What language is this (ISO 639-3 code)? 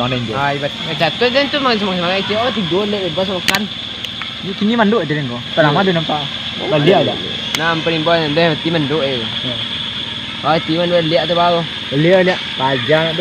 min